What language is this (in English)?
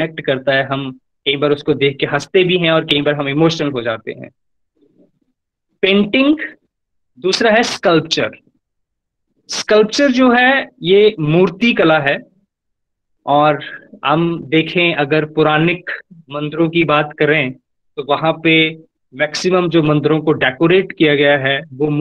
Hindi